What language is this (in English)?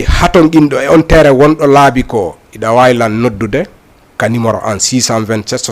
Fula